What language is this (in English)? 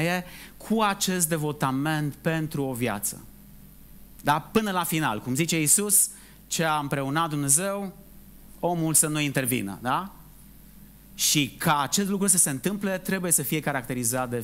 Romanian